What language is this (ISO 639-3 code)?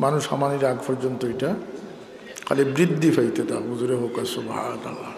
syl